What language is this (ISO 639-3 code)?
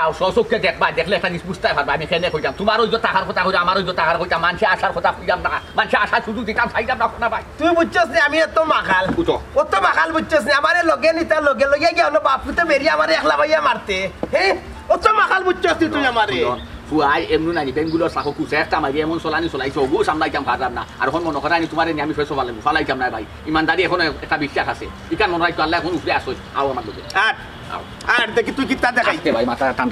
syl